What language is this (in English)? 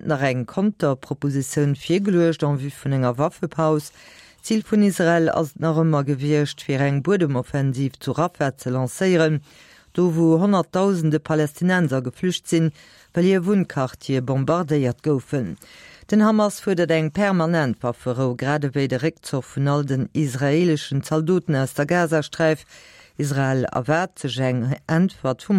Luxembourgish